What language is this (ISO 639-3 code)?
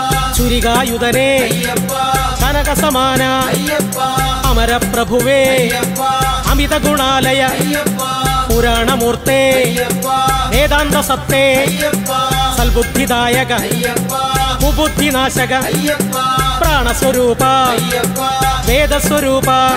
mal